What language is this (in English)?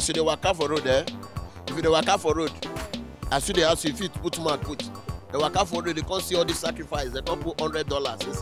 Nigerian Pidgin